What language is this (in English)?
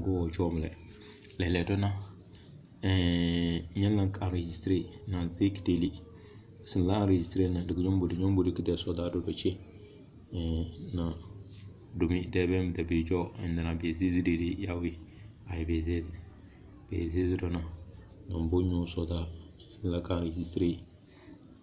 Tem